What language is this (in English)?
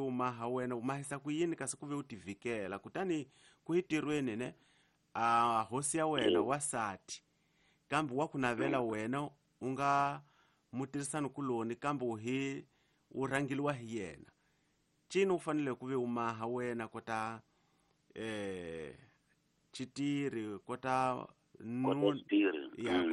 Tsonga